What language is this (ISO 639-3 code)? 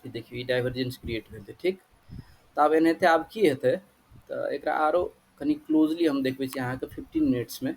mai